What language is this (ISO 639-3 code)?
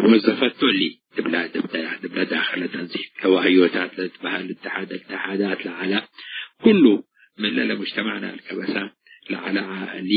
tig